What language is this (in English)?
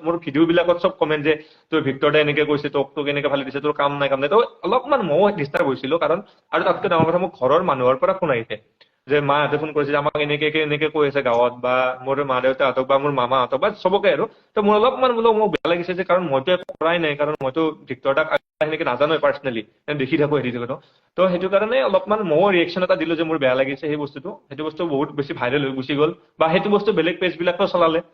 Assamese